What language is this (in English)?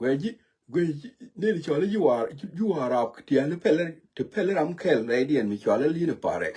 Nuer